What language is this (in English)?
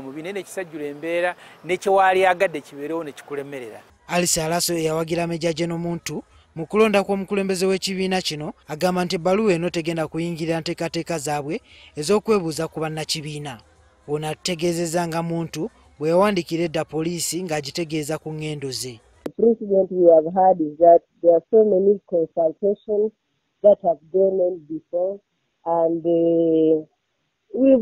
Ganda